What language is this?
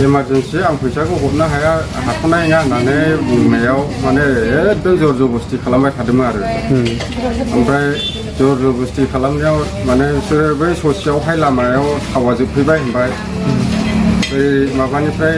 Bodo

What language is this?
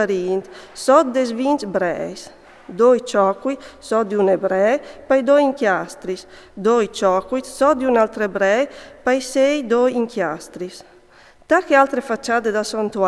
Friulian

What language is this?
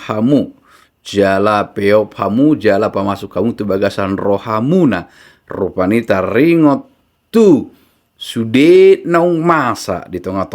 Batak Toba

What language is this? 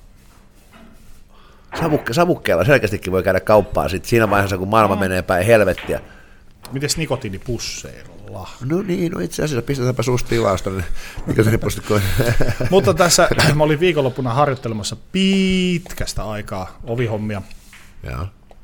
Finnish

